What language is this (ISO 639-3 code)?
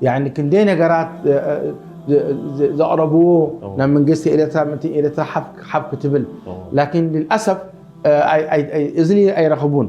tir